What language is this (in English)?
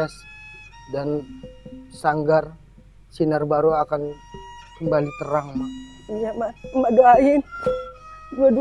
Betawi